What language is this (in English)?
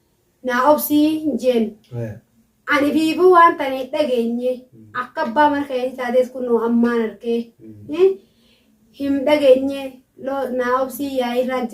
Oromo